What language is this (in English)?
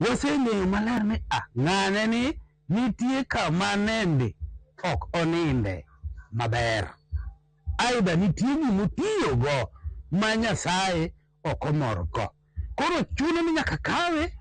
Luo (Kenya and Tanzania)